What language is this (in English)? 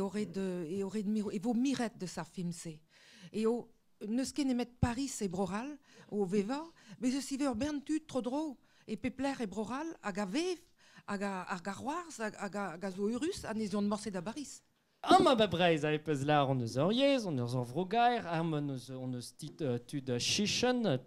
Breton